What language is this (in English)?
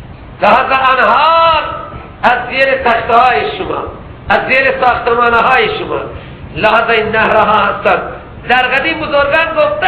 Persian